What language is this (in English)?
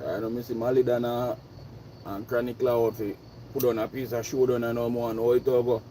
Jamaican Creole English